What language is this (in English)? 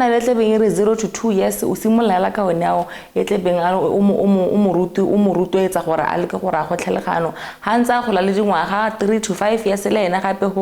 Tswana